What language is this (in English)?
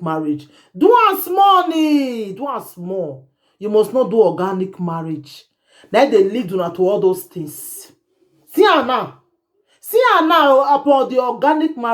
Nigerian Pidgin